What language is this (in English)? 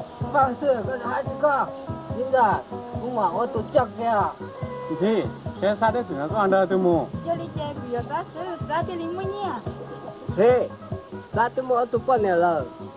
Hmong